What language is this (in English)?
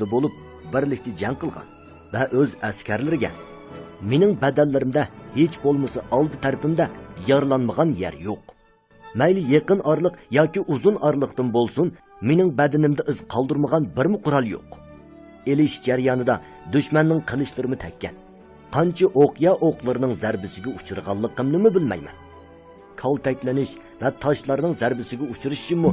Uyghur